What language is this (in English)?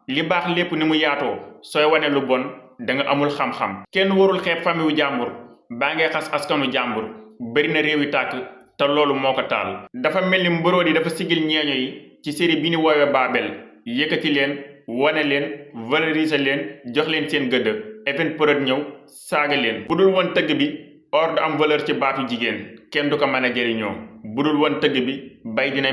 Wolof